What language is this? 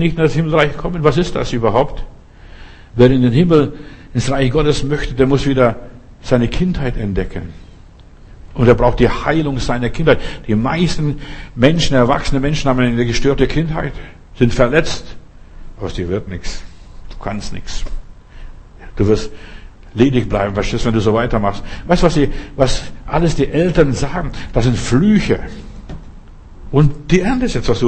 German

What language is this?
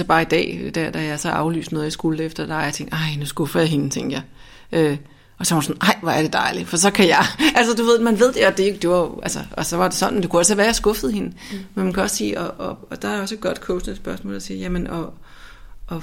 Danish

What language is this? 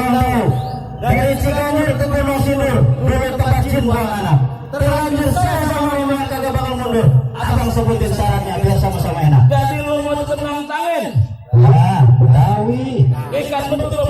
Betawi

